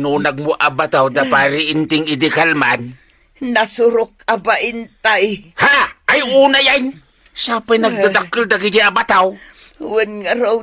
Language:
Iloko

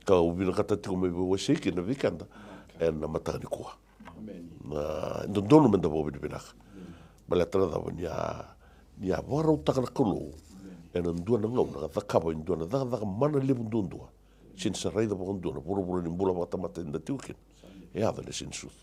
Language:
Fijian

